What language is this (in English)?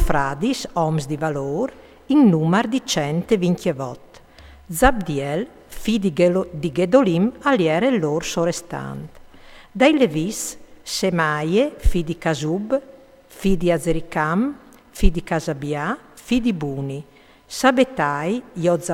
Friulian